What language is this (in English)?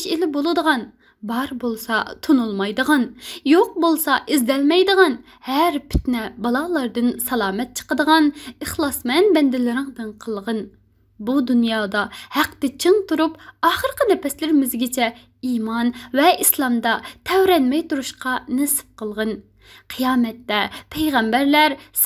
Uyghur